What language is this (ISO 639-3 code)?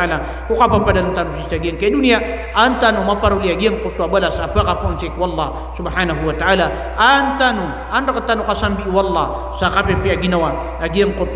mrw